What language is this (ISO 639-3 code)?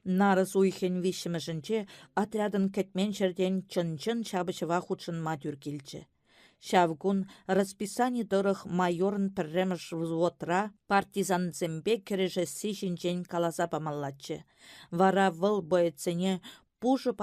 chv